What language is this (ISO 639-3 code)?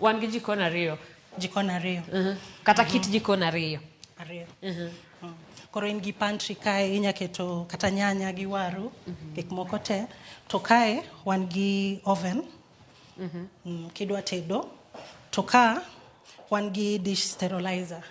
luo